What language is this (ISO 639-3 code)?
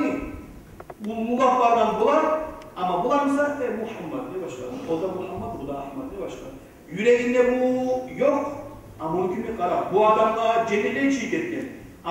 kum